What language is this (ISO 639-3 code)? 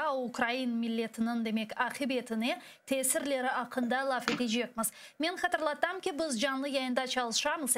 crh